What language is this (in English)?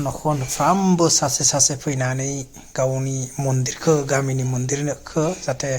Bodo